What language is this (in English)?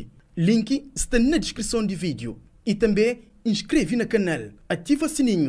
Kabuverdianu